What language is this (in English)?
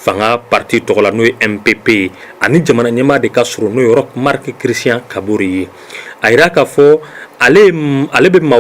Bambara